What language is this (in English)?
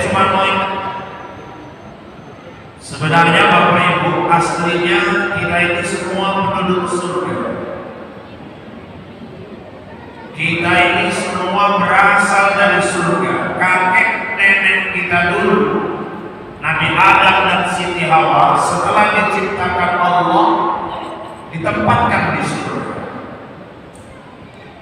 Indonesian